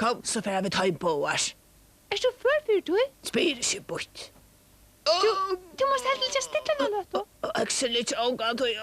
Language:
Faroese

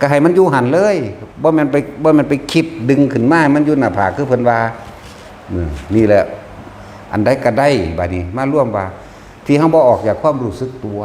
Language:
Northeastern Thai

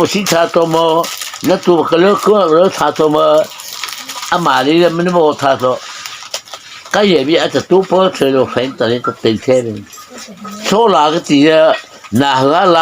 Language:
Mara Chin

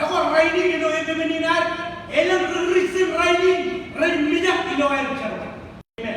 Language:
Marshallese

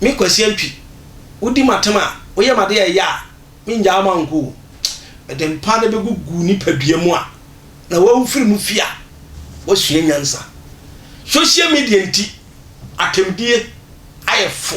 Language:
Akan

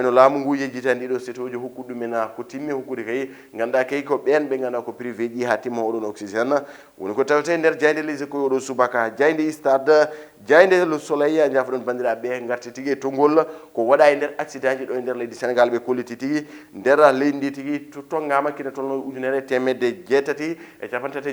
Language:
Fula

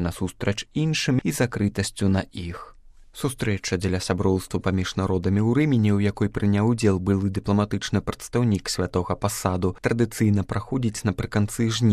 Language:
Belarusian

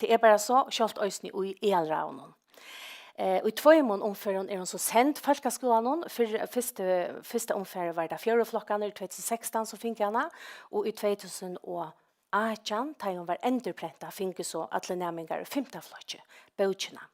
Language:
Faroese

